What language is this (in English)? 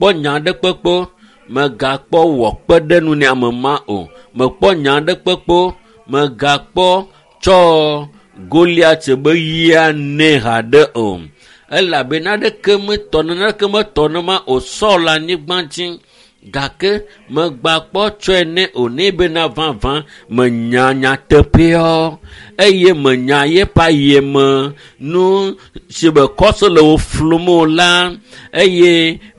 Ewe